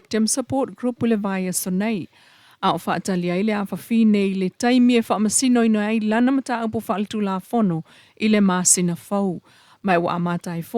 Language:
Samoan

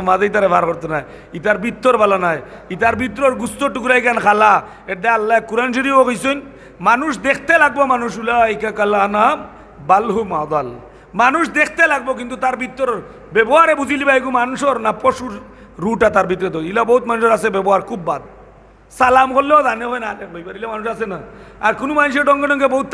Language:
Sylheti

